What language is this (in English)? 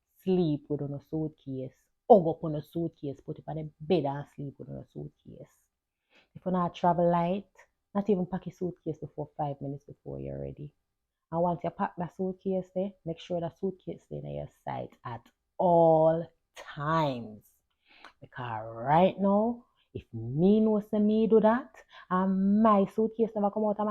Jamaican Creole English